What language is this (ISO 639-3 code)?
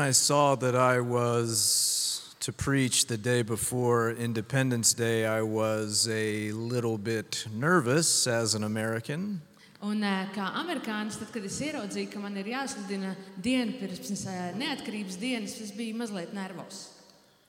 lav